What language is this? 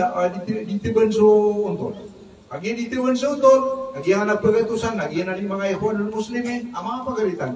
Maranao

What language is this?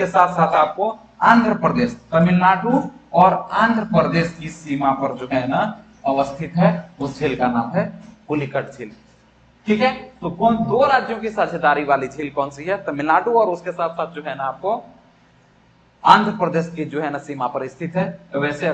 Hindi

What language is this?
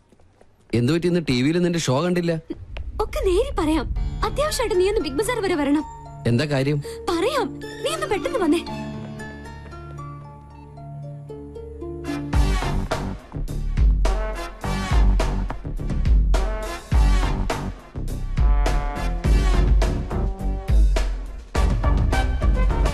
Malayalam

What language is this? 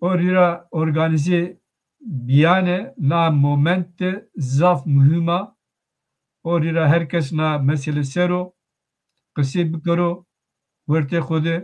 Zaza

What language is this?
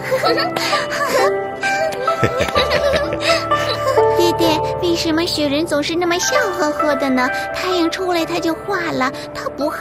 Chinese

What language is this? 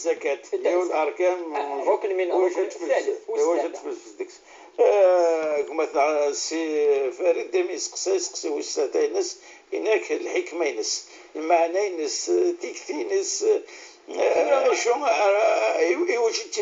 Moroccan Arabic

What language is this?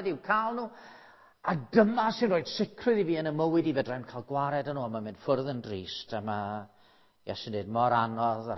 Welsh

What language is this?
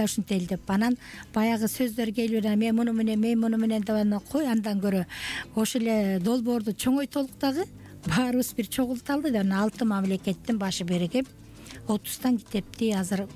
Kyrgyz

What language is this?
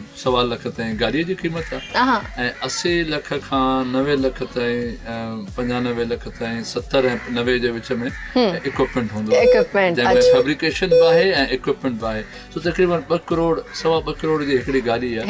Sindhi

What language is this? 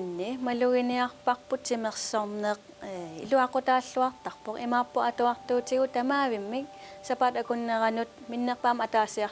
Kalaallisut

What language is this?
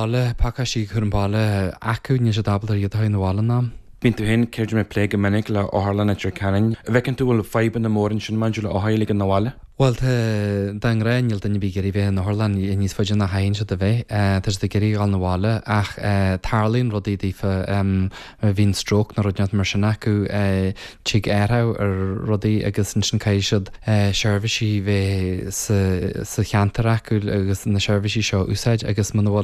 Irish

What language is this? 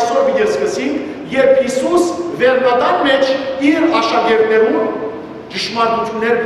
Western Armenian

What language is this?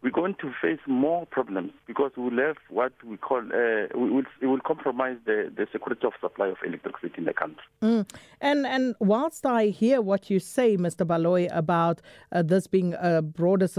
English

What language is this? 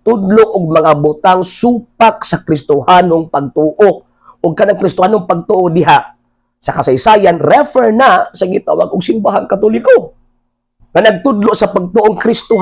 Cebuano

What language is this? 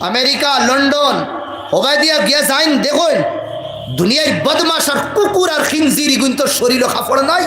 Sylheti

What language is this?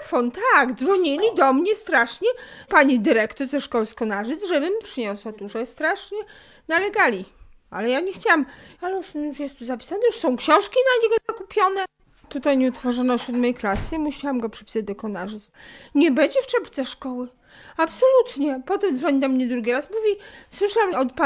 Polish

